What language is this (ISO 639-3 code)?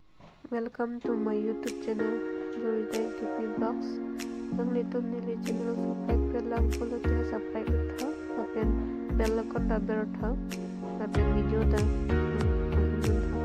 mjw